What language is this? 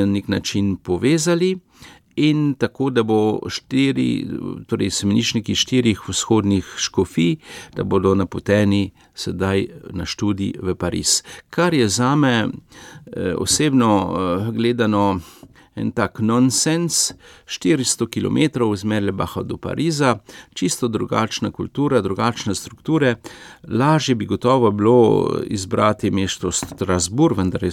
Slovenian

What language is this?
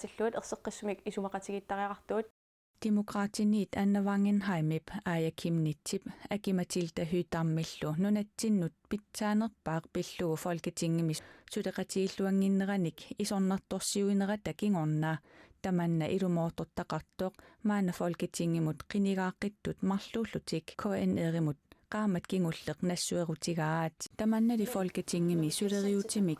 Kalaallisut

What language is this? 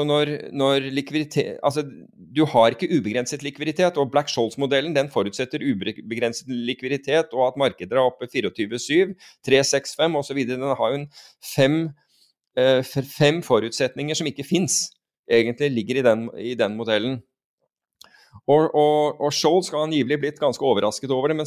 Norwegian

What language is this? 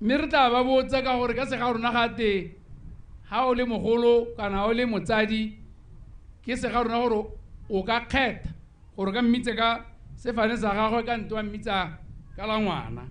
Tswana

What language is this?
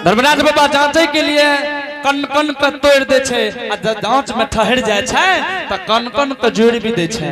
Angika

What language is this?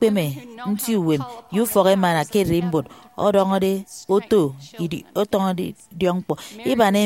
Efik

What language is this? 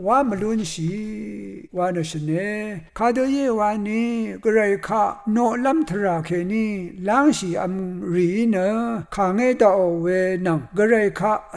Rawang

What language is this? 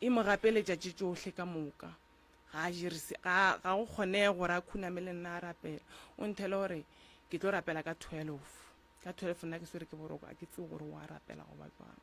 Northern Sotho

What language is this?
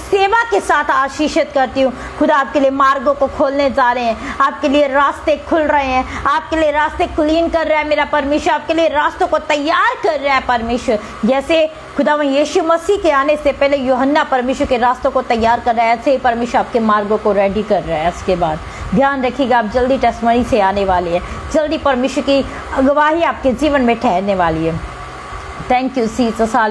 Hindi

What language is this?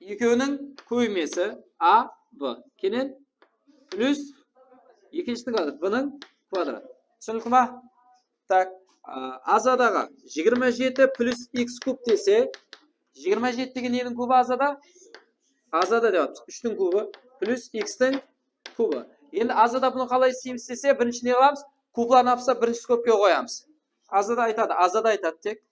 Kara-Kalpak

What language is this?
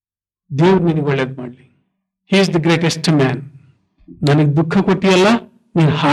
Kannada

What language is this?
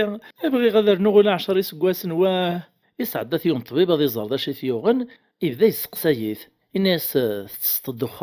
Kabyle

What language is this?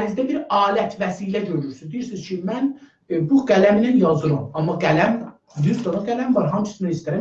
South Azerbaijani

